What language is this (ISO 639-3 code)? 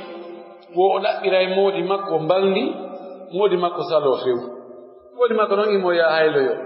fuf